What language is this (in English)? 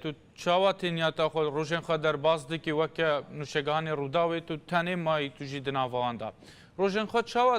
Kurdish